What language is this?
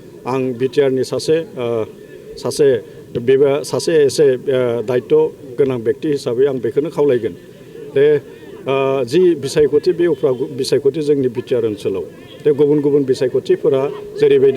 Bodo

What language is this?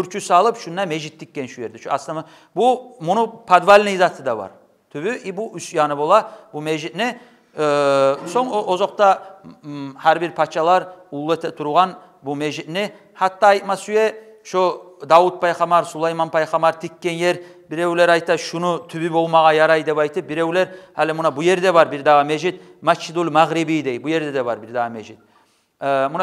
Kumyk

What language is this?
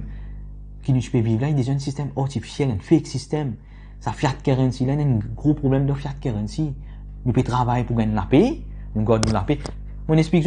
Morisyen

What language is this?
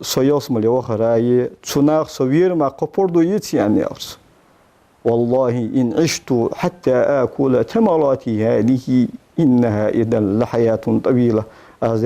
Ingush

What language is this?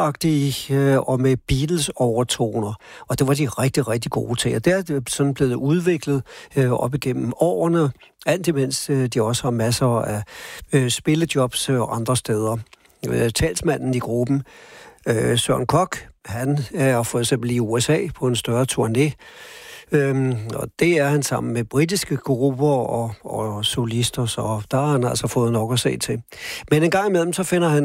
Danish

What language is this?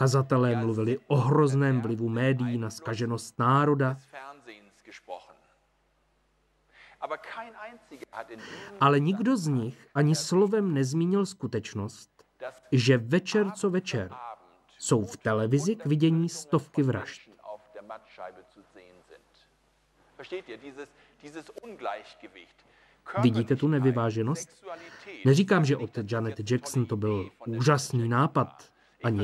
Czech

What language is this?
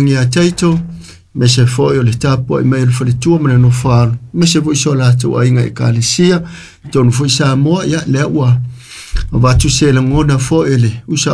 Samoan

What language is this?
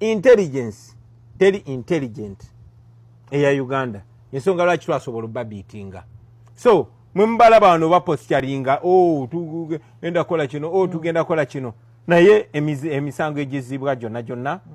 Ganda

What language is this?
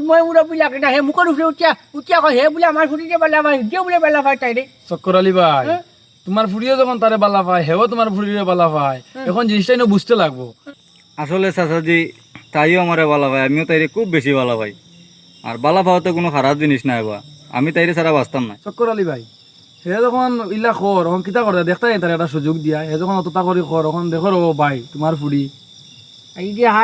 Sylheti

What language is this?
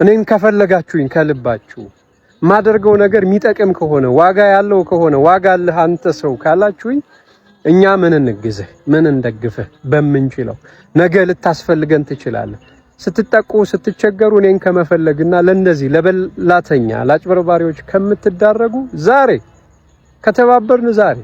Amharic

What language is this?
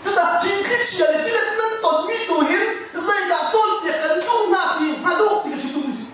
Hakha Chin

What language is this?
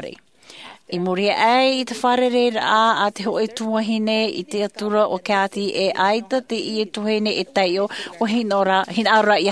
Tahitian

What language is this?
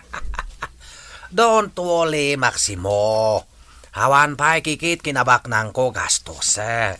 Iloko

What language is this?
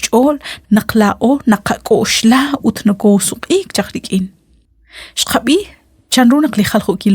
Kekchí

